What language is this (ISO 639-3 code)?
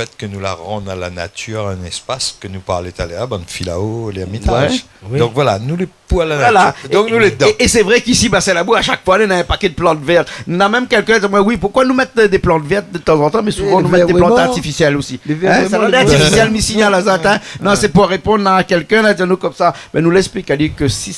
rcf